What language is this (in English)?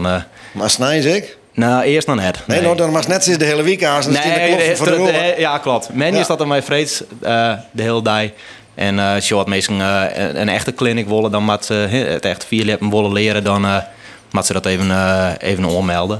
Western Frisian